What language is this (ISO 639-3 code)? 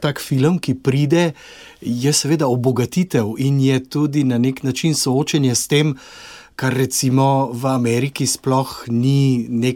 slv